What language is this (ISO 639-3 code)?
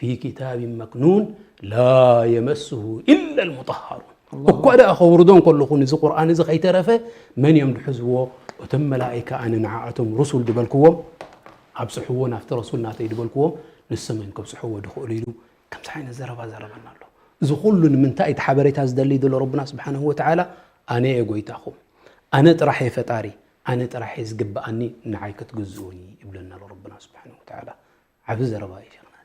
tir